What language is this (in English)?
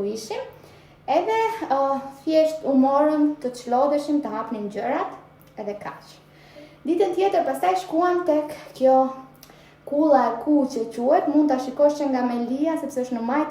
Albanian